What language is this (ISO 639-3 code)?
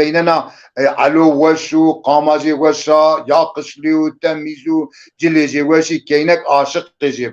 zza